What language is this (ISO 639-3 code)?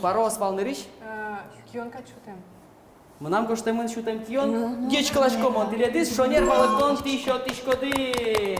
udm